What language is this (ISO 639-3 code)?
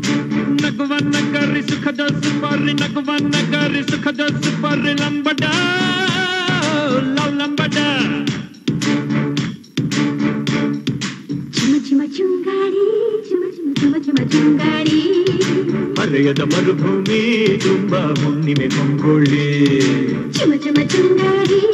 kan